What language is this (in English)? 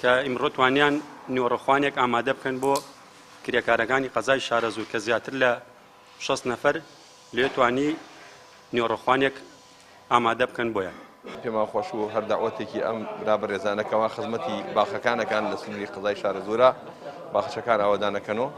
Central Kurdish